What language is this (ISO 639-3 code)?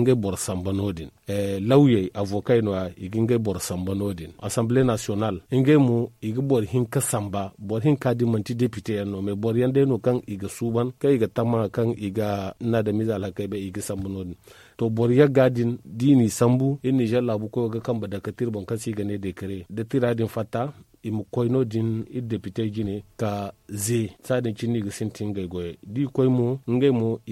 dje